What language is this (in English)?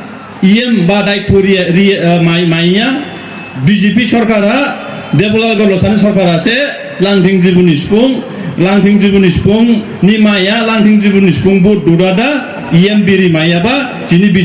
Dimasa